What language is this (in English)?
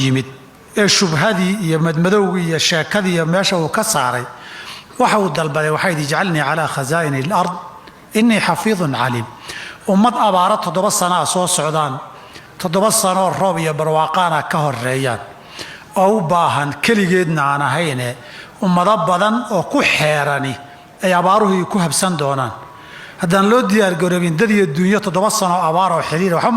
Somali